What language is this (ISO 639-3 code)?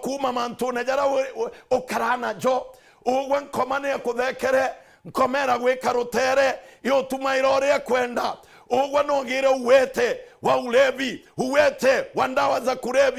mer